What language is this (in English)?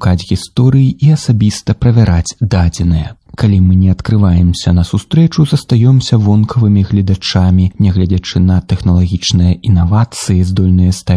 Belarusian